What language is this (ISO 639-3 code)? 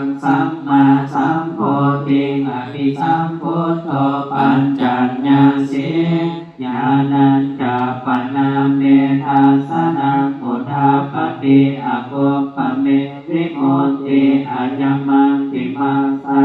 pli